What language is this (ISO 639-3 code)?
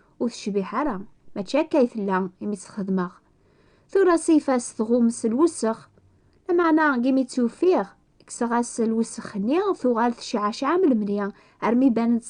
kab